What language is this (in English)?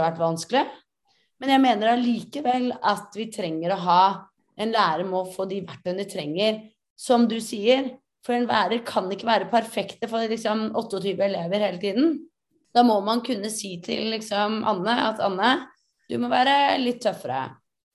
Norwegian